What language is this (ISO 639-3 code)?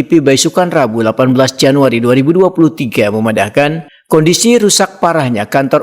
bjn